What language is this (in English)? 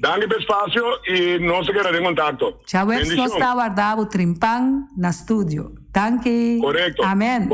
Papiamento